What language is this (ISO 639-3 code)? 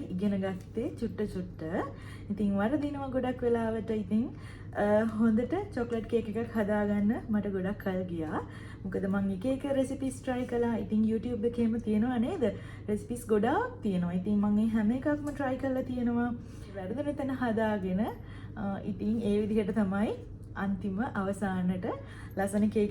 sin